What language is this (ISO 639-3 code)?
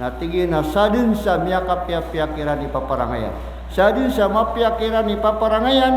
mrw